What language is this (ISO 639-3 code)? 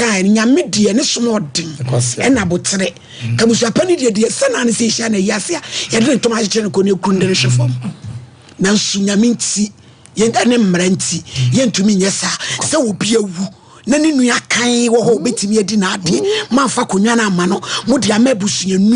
aka